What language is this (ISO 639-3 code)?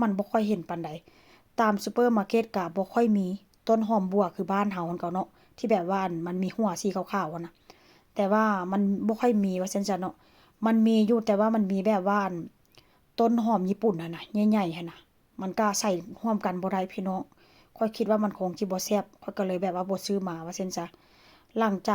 tts